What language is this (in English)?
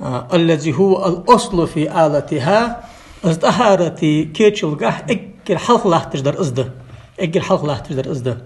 Ingush